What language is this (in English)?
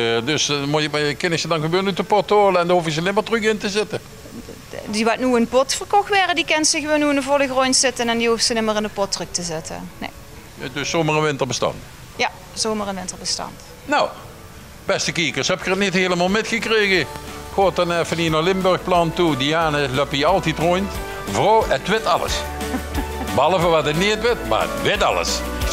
Limburgish